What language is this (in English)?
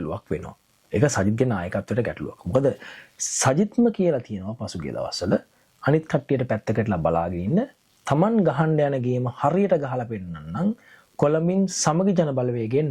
Sinhala